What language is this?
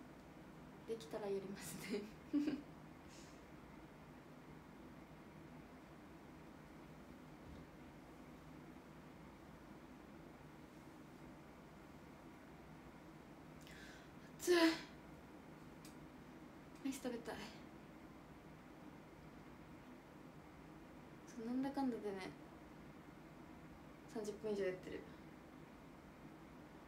Japanese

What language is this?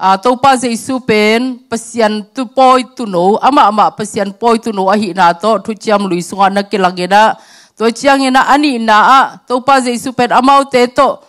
Tedim Chin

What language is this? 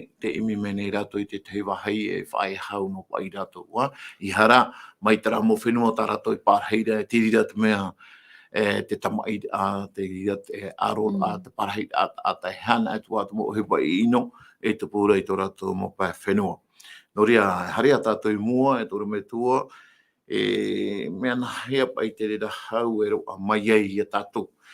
Tahitian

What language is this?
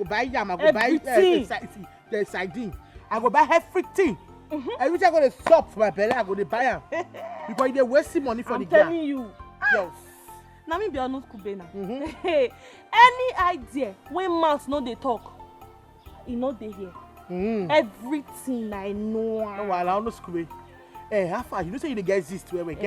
Nigerian Pidgin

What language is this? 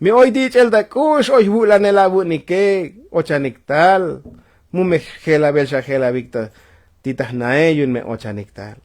Tzotzil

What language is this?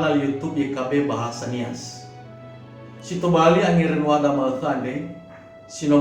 Nias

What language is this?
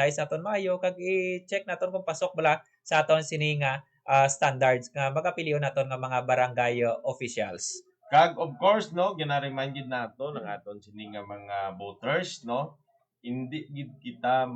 Hiligaynon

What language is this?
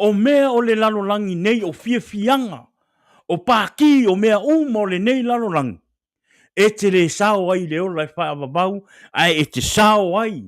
Samoan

